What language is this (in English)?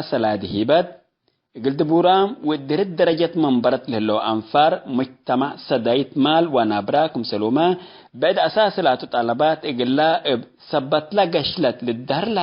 Tigre